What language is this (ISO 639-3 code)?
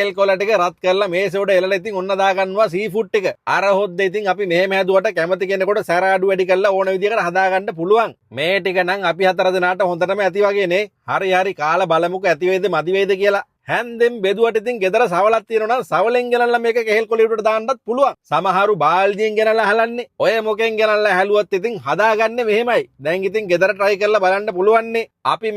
sin